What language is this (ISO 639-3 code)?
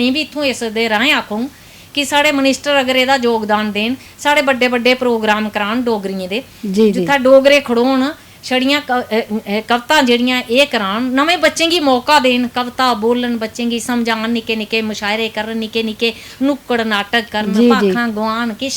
doi